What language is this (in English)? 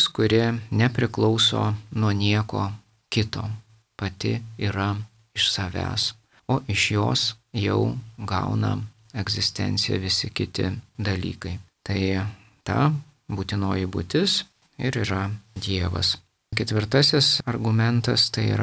Lithuanian